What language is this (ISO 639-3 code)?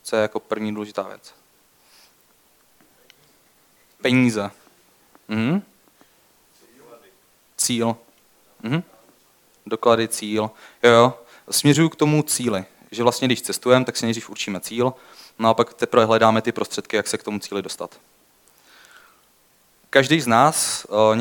ces